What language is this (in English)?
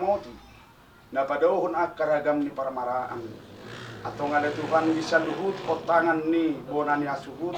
Batak Toba